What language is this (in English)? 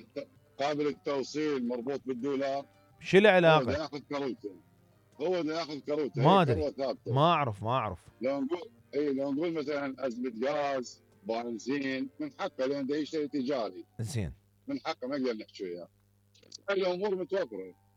Mesopotamian Arabic